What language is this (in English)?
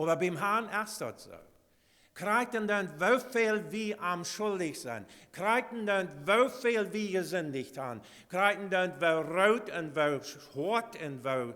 Plautdietsch